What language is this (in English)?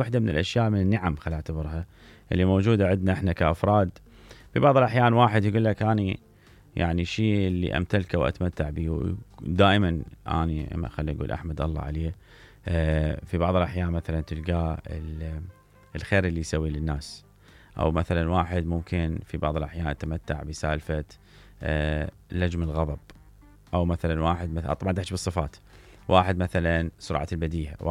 Mesopotamian Arabic